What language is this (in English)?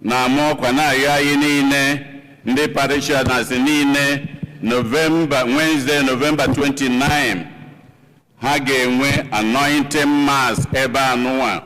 Igbo